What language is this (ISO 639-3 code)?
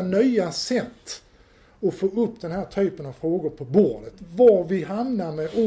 swe